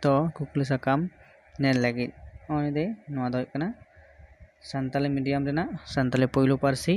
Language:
Santali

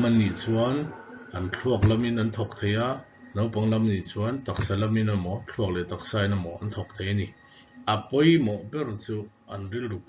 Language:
Mizo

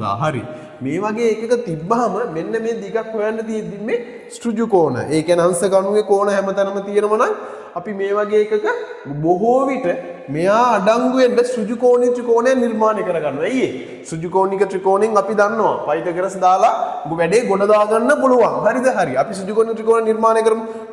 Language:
Sinhala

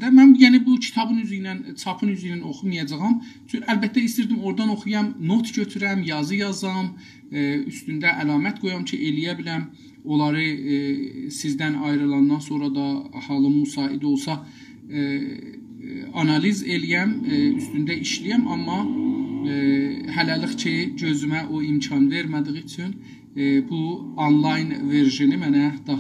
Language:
South Azerbaijani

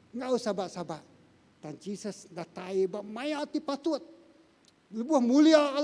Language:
Iban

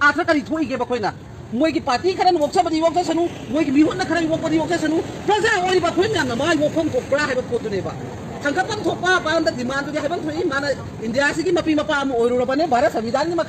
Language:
Manipuri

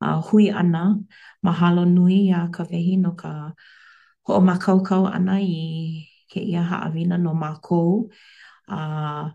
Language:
Hawaiian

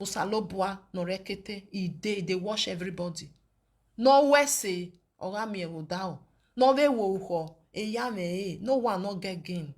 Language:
Nigerian Pidgin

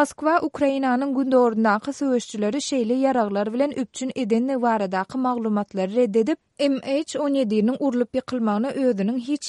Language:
Turkmen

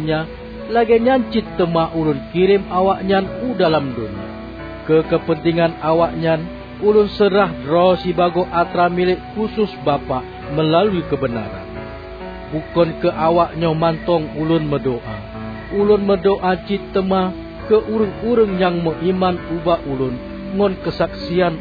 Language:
Achinese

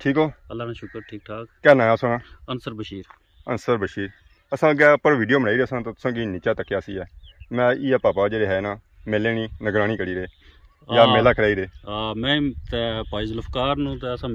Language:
Pahari-Potwari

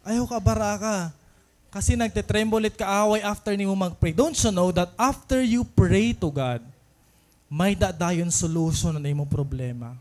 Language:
Waray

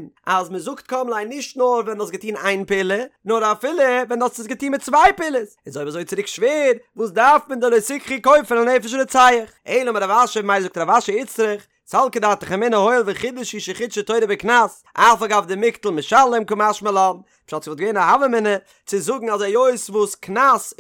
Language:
Yiddish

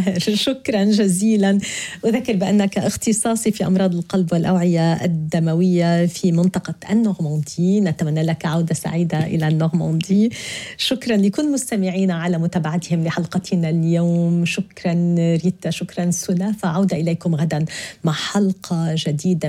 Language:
Arabic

